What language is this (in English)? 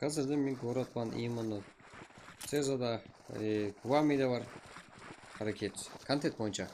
Kara-Kalpak